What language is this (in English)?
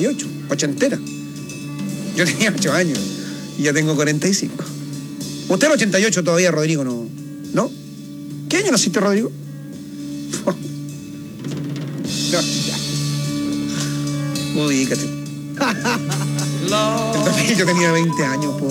Spanish